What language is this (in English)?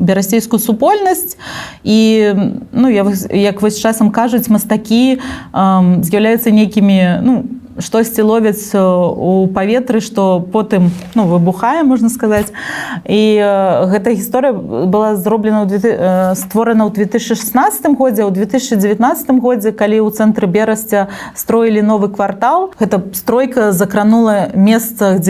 Belarusian